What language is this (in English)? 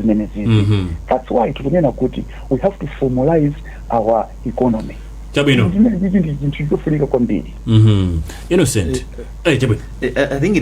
Nyanja